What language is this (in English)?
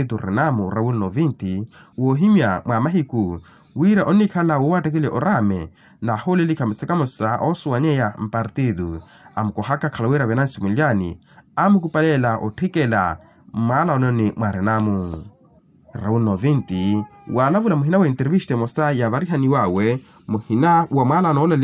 Makhuwa